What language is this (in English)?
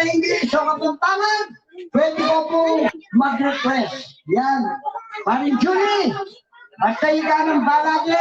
Pampanga